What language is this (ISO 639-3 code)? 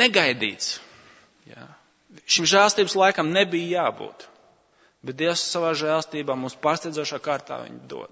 lav